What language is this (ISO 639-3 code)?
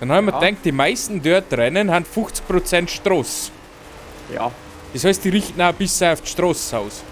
bar